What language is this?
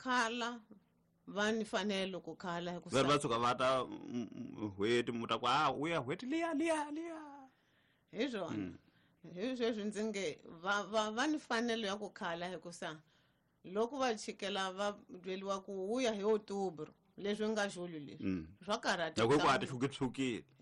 Tsonga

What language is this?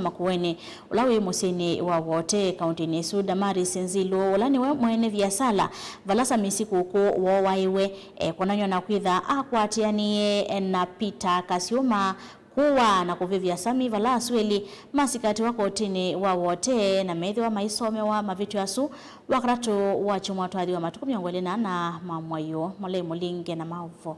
Kamba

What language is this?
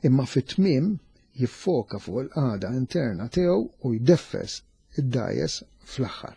Maltese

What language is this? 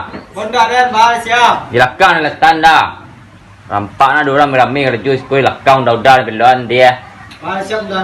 Minangkabau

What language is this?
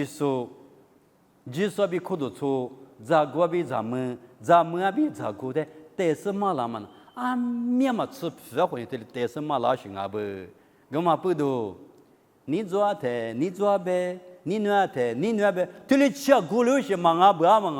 Lisu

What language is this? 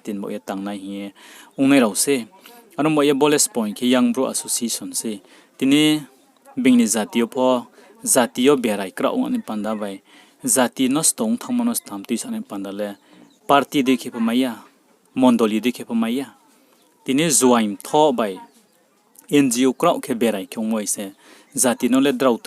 Riang (India)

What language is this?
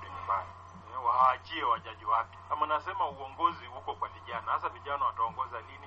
Swahili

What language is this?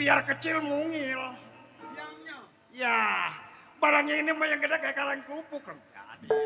Betawi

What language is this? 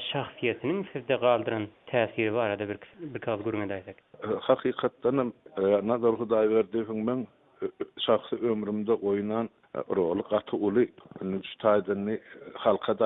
Turkmen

